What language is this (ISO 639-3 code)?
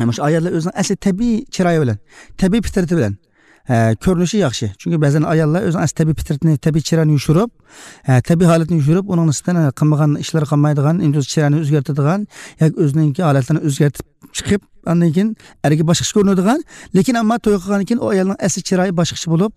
uig